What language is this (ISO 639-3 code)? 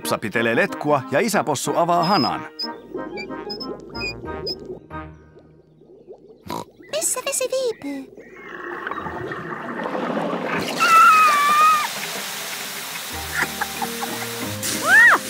fin